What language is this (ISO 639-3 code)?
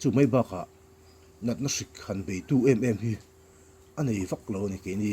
lus